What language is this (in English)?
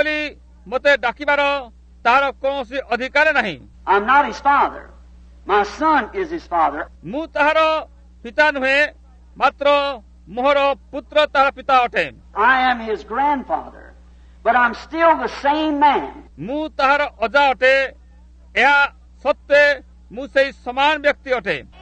Odia